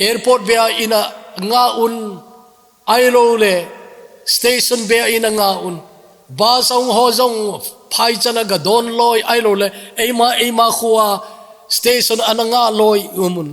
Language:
Thado Chin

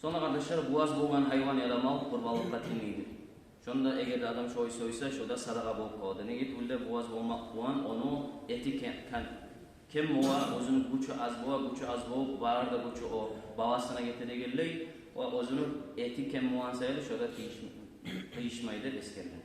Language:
Kumyk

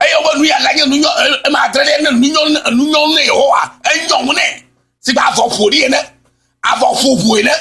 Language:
Ewe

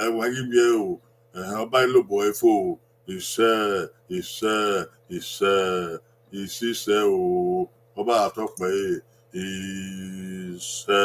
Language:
Bini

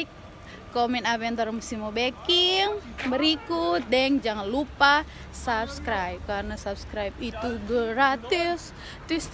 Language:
Manado Malay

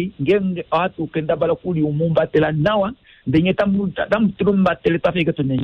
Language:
Kuanyama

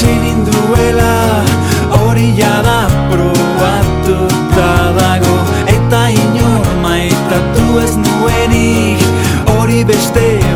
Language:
Basque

